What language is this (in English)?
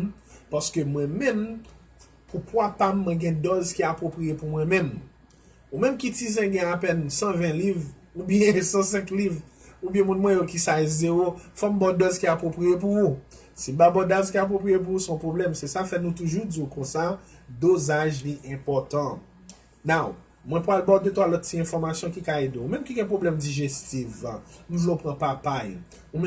Haitian Creole